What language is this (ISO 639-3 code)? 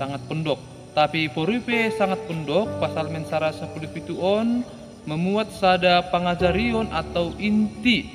bts